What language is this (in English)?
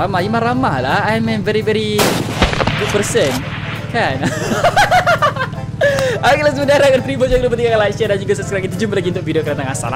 Malay